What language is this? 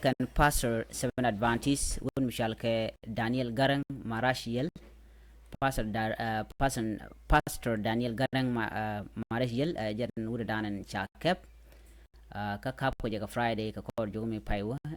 Nuer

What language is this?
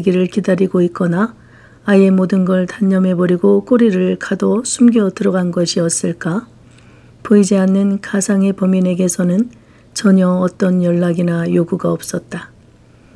Korean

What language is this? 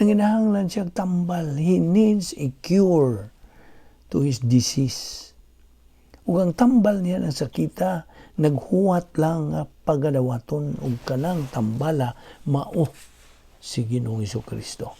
Cebuano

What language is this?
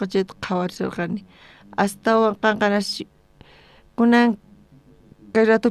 South Bolivian Quechua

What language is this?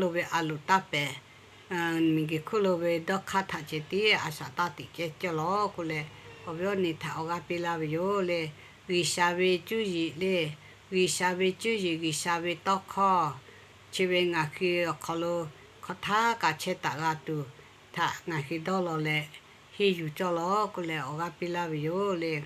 Lahu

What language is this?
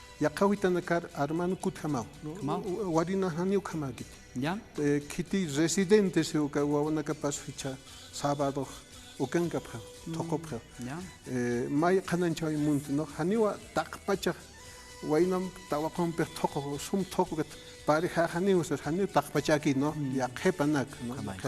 Aymara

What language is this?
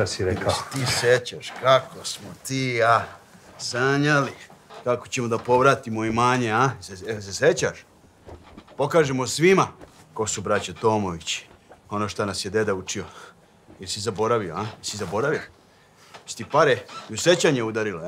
Serbian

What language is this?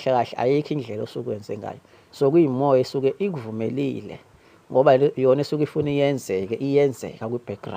Zulu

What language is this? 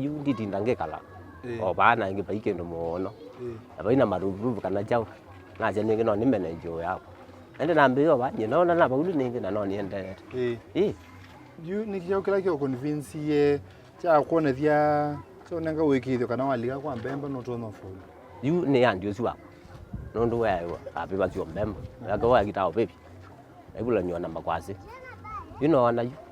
Kamba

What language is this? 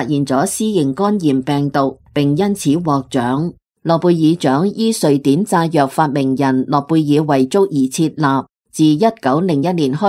Cantonese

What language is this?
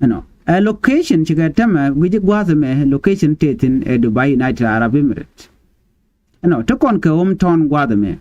Nuer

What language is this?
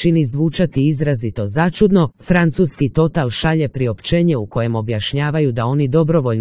Croatian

